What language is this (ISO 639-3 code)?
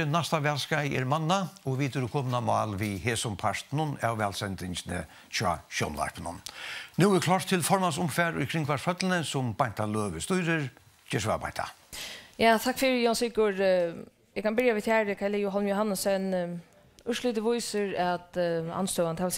fao